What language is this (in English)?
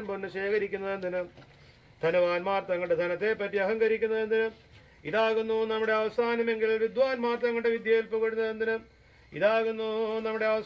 Malayalam